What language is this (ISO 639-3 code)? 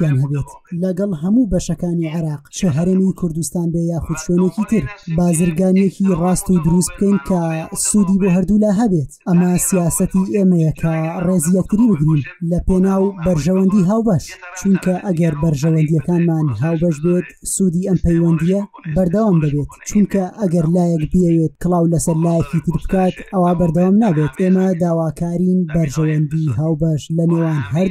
ckb